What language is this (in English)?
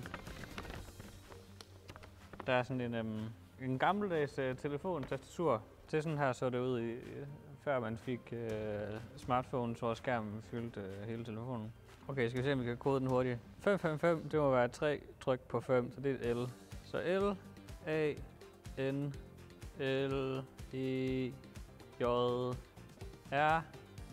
Danish